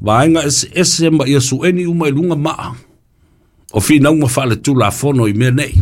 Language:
Samoan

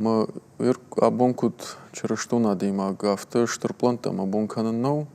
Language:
Ossetic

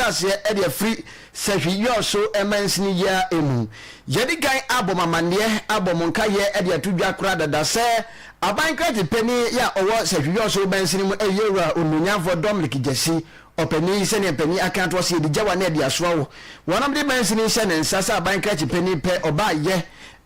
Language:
Akan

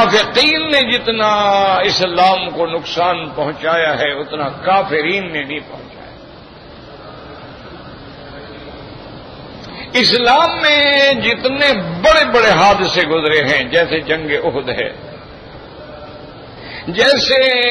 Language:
Urdu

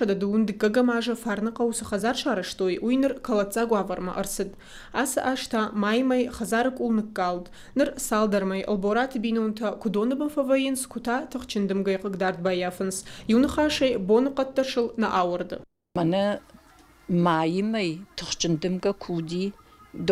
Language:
Ossetic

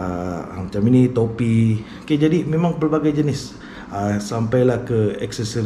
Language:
Malay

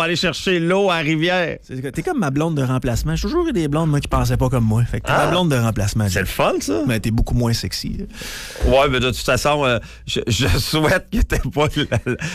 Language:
French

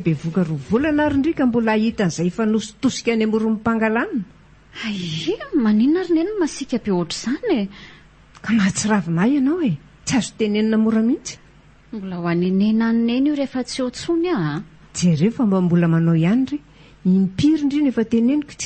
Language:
Malagasy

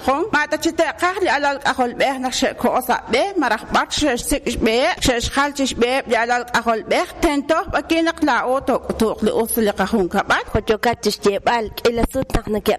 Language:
Kekchí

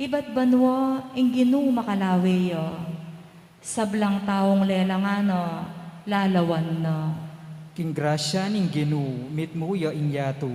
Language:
Pampanga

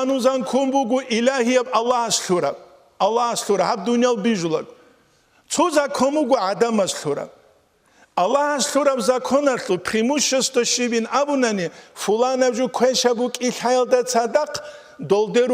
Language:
Avaric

